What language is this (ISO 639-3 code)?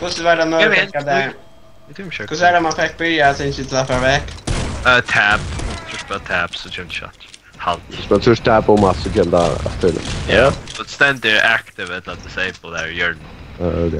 fao